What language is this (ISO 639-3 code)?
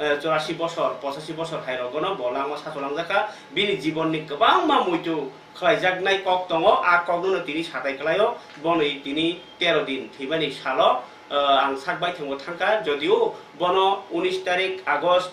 trp